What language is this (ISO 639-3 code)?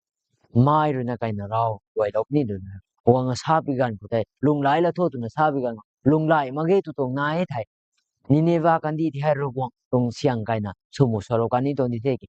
nbu